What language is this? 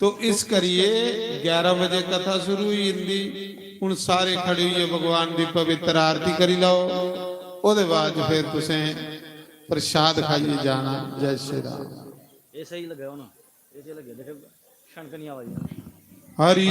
Dogri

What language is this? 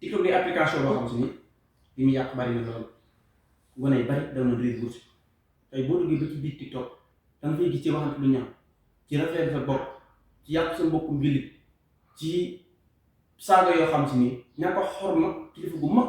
Wolof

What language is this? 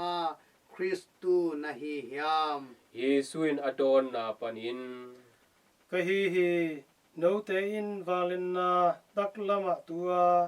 Tedim Chin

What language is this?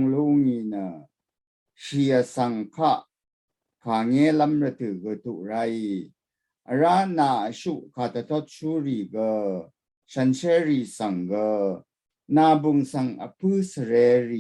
Rawang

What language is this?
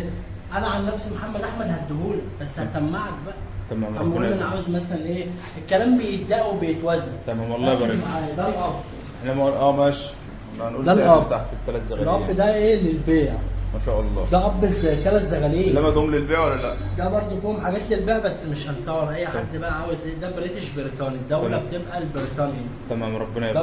Egyptian Arabic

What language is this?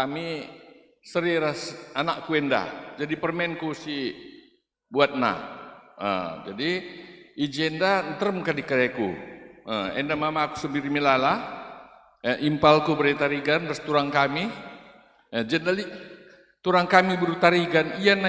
Batak Karo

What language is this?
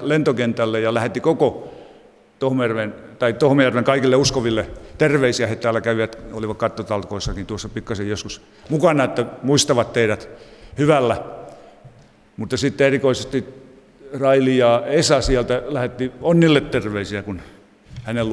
Finnish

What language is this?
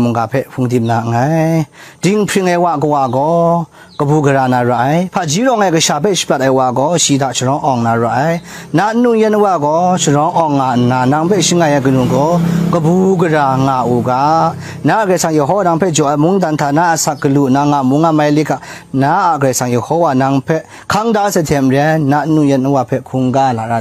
Kachin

